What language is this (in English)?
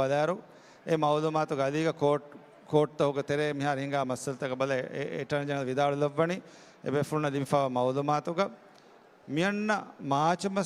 Divehi